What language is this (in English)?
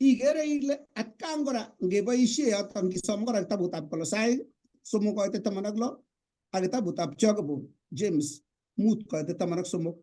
Kalenjin